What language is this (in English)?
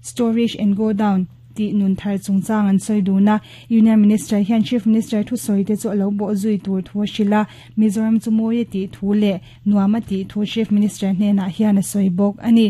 Mizo